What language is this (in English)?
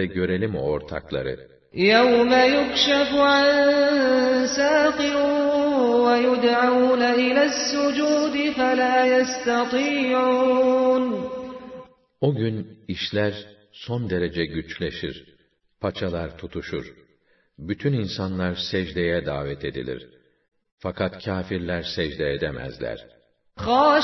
Turkish